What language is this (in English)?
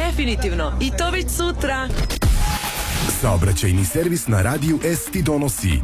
Serbian